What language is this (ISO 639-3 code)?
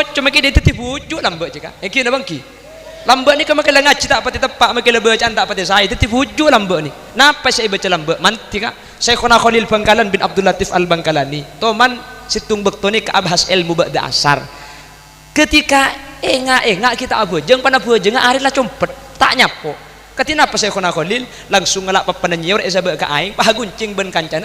mad